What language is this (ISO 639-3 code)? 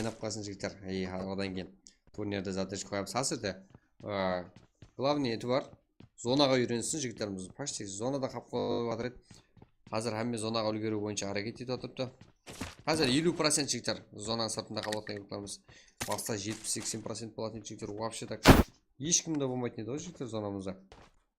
kaa